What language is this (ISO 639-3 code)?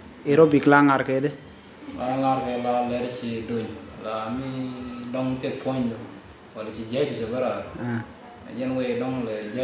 nus